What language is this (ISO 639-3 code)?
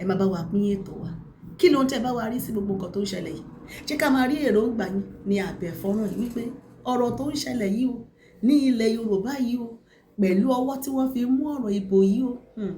yor